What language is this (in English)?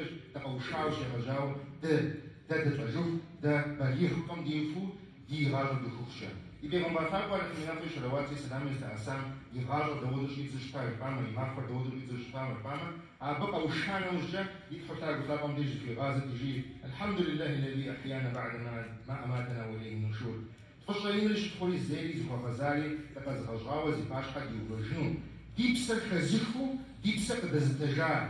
Kabardian